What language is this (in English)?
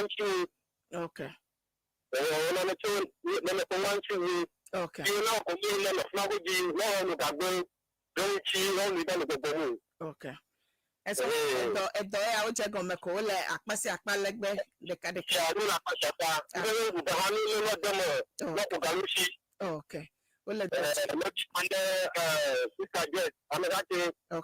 Ewe